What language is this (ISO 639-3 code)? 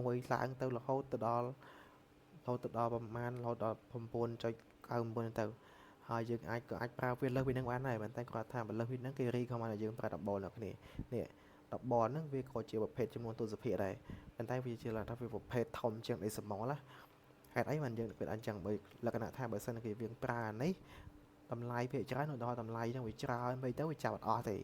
khm